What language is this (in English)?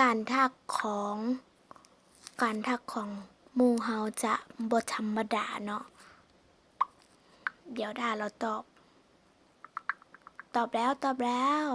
Lao